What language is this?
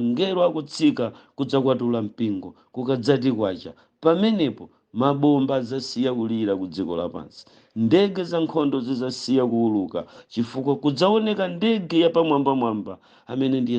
Nyanja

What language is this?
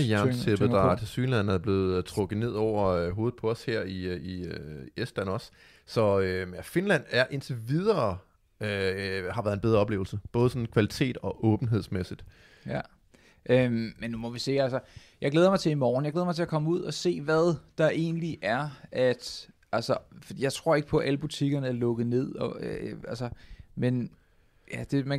Danish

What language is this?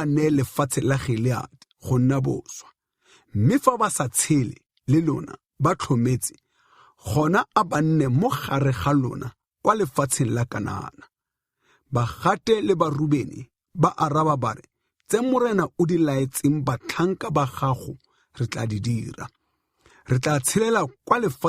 Tswana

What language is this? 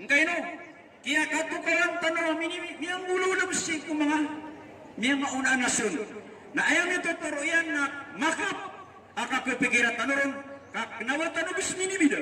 Maranao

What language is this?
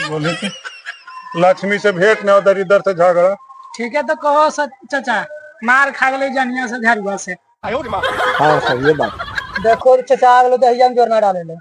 Magahi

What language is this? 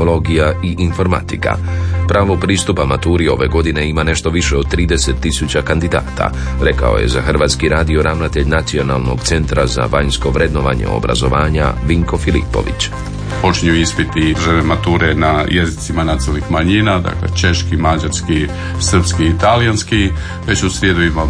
Croatian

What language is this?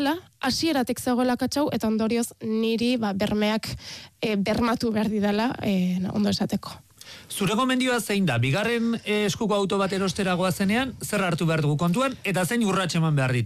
Basque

